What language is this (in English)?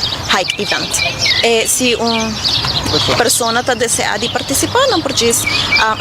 Papiamento